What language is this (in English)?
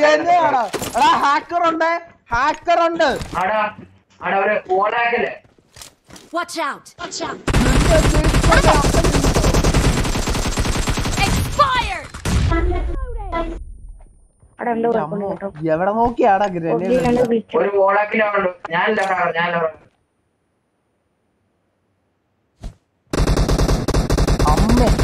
Malayalam